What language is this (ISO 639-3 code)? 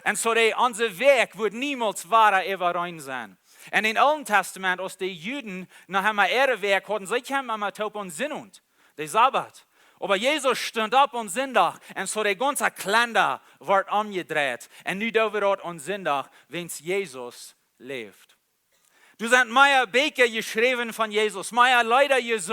pdt